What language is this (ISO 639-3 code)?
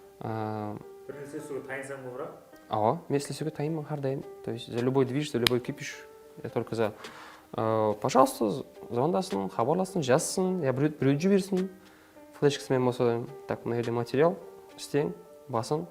kaa